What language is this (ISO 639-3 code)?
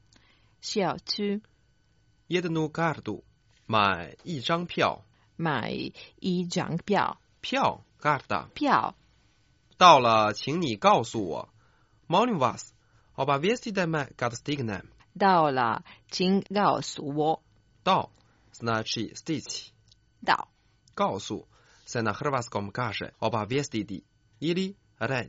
hrv